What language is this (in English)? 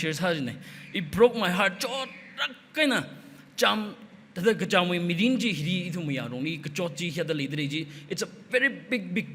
Tangkhul Naga (India)